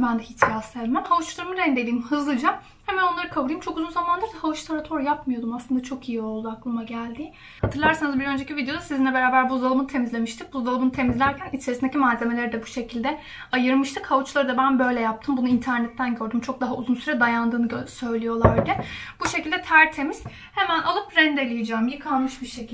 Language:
Turkish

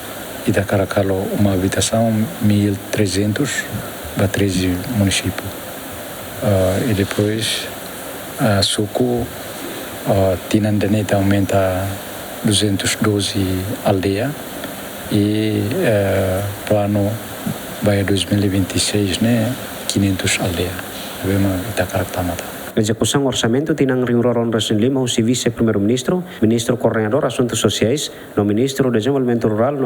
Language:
Tetum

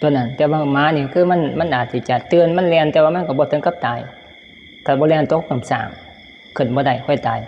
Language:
Northeastern Thai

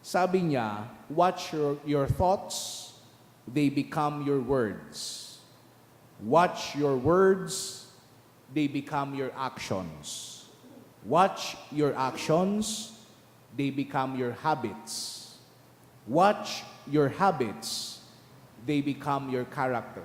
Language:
Bikol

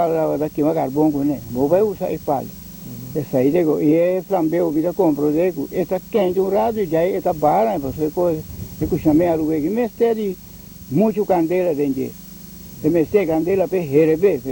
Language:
Papiamento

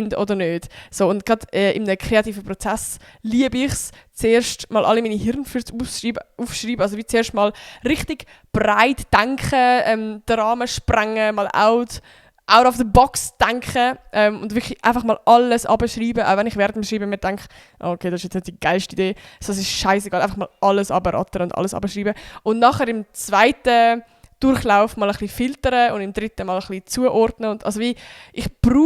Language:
Swiss German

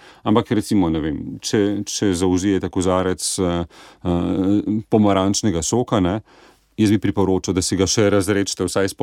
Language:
Slovenian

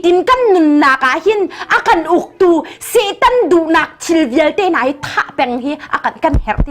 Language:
Hakha Chin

